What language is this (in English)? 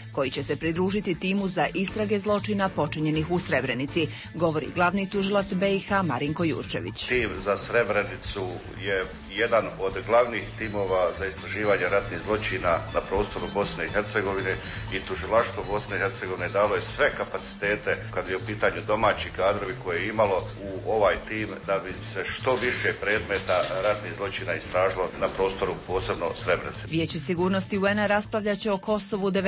Bosnian